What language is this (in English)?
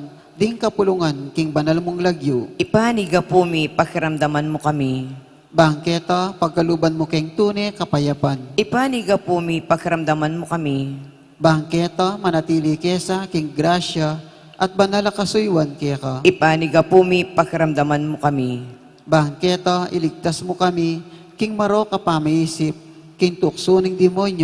Pampanga